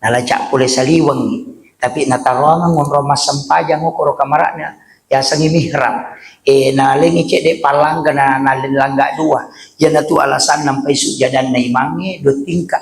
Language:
Buginese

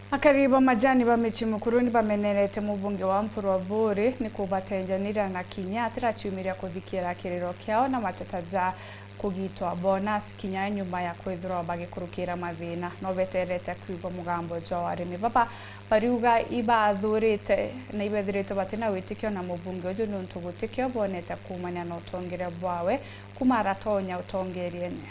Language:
Meru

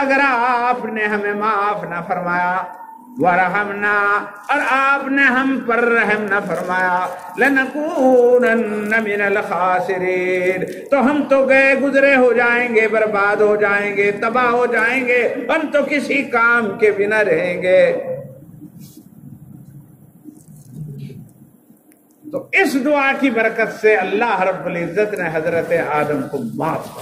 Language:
Urdu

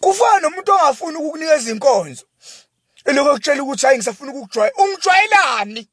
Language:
Zulu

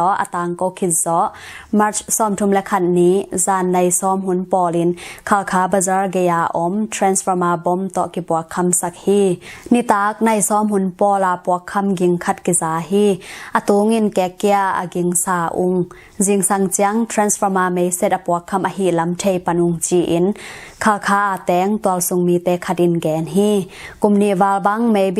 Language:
Tedim Chin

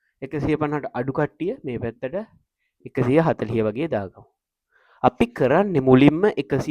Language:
Sinhala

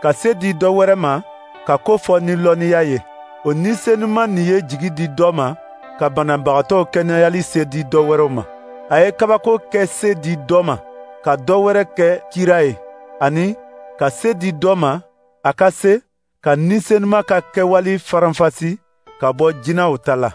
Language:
Dyula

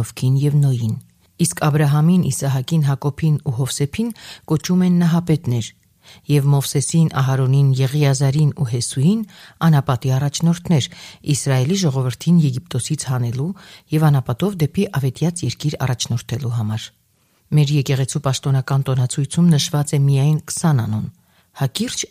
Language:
Armenian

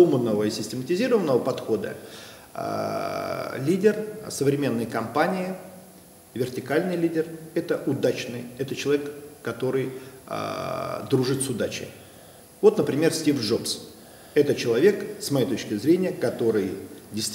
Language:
Russian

